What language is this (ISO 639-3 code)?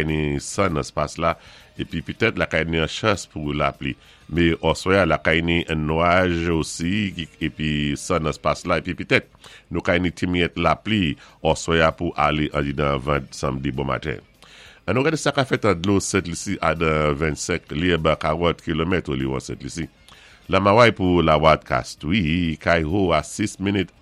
acf